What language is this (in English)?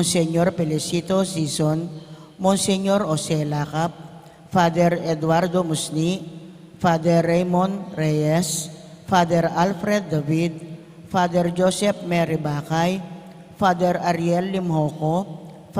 Pampanga